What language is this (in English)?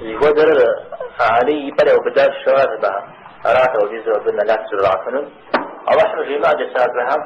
Kabardian